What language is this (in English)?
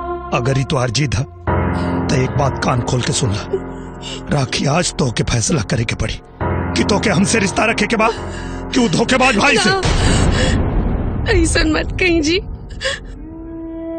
Bhojpuri